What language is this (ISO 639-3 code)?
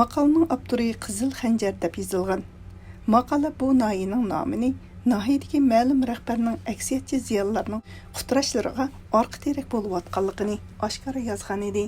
uig